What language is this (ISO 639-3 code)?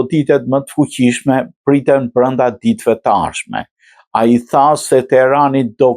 sqi